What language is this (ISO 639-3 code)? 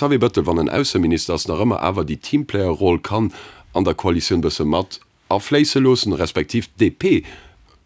ltz